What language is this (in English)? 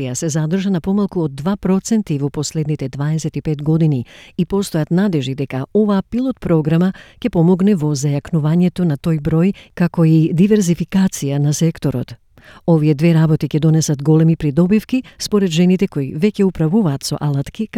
Macedonian